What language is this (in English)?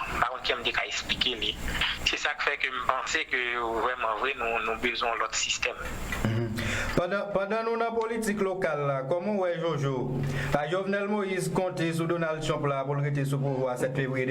Haitian Creole